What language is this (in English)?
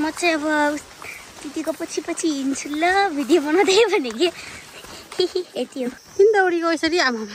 Nepali